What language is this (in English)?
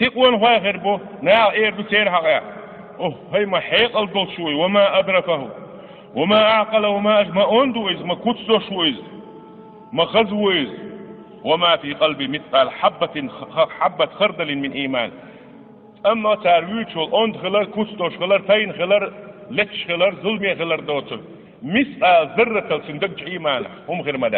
Chechen